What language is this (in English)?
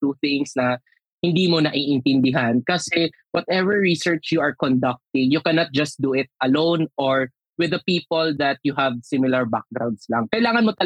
Filipino